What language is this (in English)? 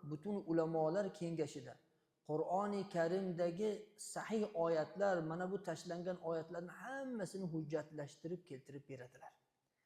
Uzbek